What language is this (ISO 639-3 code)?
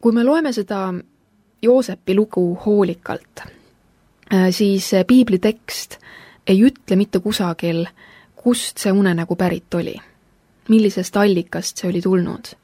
est